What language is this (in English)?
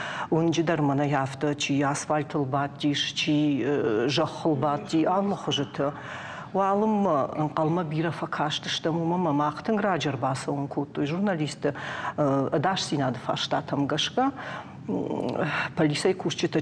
Ossetic